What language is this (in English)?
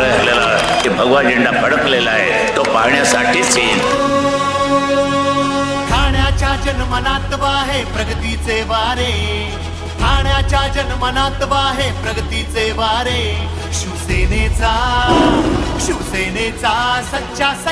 Marathi